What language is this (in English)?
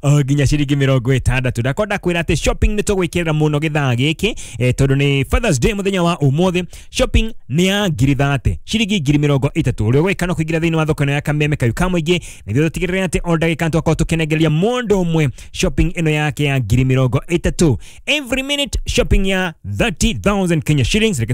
Kikuyu